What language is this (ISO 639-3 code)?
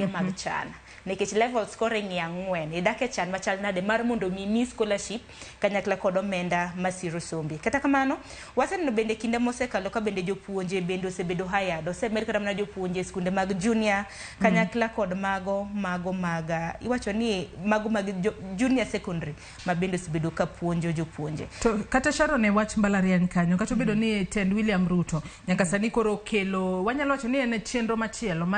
luo